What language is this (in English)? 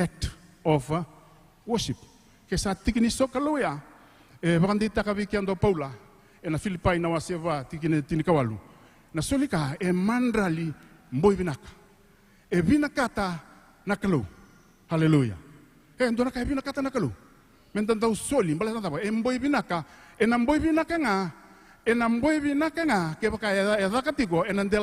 Fijian